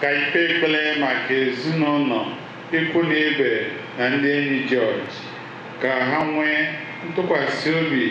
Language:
Igbo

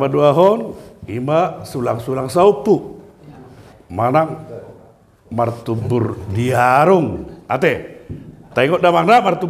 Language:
Batak Toba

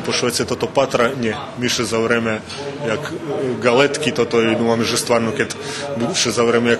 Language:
Rusyn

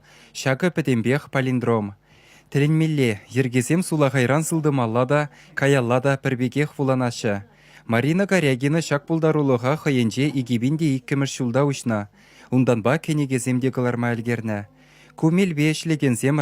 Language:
Chuvash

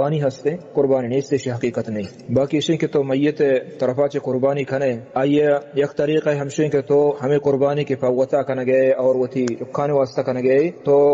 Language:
Baluchi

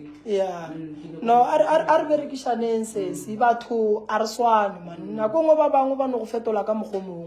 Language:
Northern Sotho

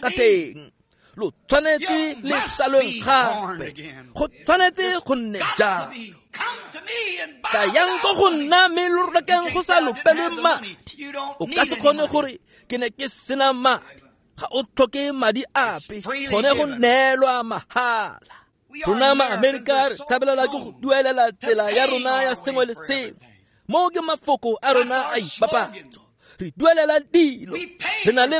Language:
Tswana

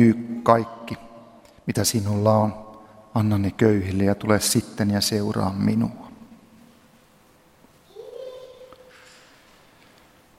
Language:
Finnish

